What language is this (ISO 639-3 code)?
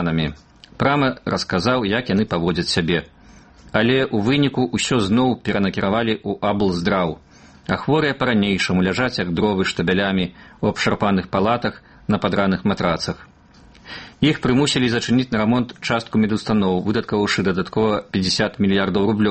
bel